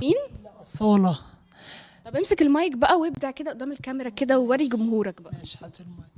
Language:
Egyptian Arabic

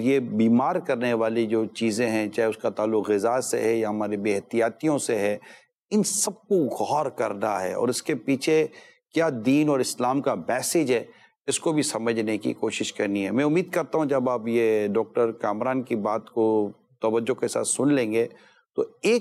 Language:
Urdu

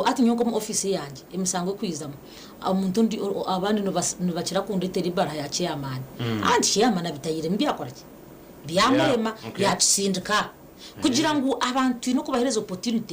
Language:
Nyankole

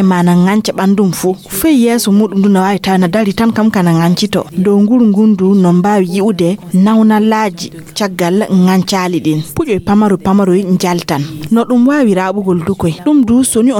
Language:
Fula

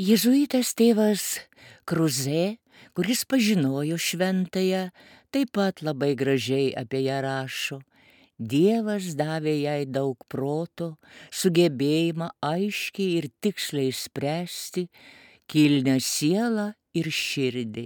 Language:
Lithuanian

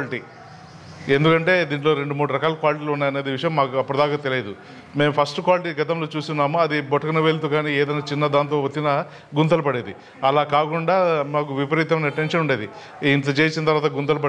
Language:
Telugu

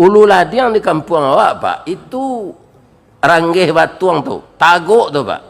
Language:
Minangkabau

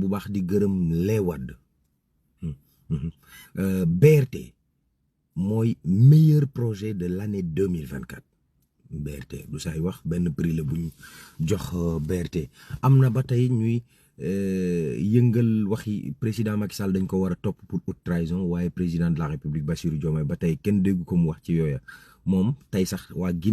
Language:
Wolof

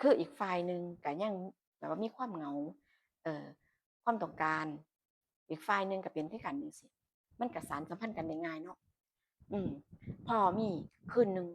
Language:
Northeastern Thai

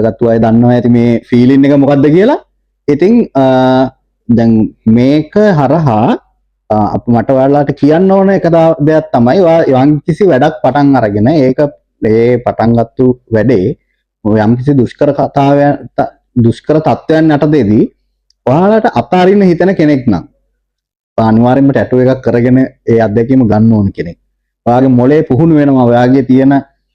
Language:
Sinhala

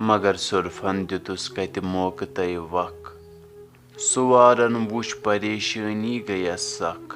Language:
Kashmiri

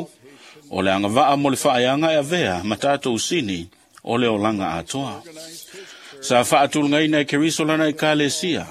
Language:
Samoan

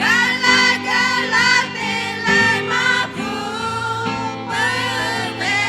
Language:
Lahu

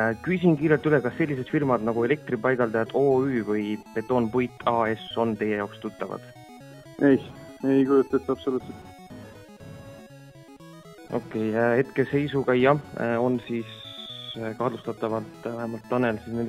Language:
Estonian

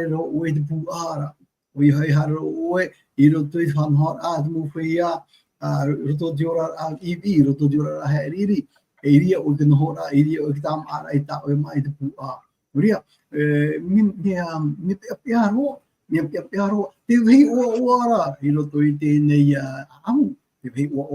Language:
Tahitian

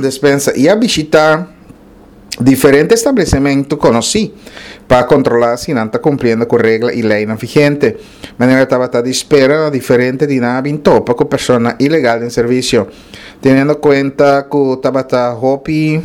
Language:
Papiamento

